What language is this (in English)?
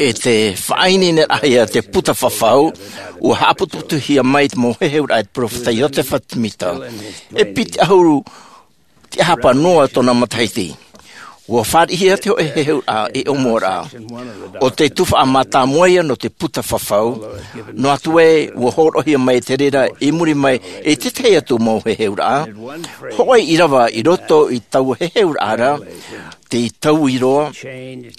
Tahitian